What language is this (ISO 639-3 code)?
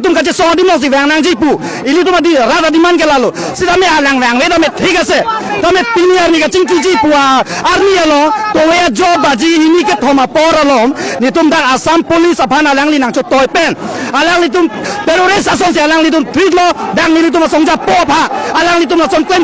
mjw